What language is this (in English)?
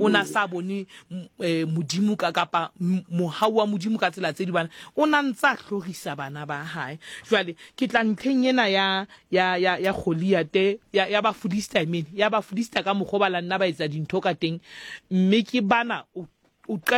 Southern Sotho